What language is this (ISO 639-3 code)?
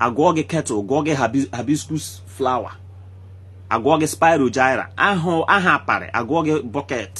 ibo